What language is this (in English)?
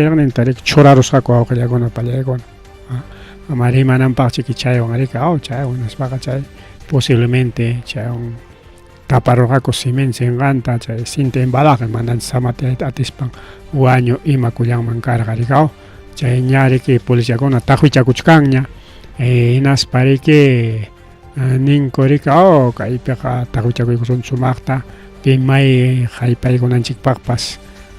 Ayacucho Quechua